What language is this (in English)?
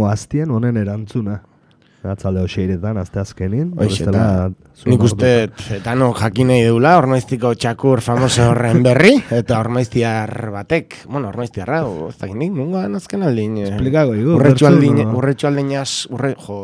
Basque